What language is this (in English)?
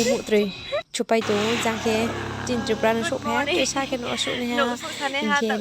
Riang (India)